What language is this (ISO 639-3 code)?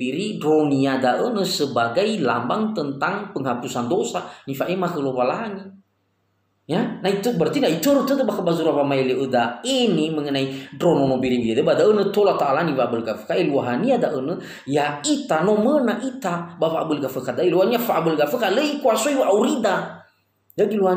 nia